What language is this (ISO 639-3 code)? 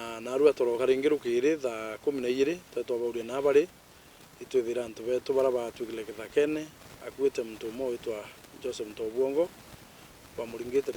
mer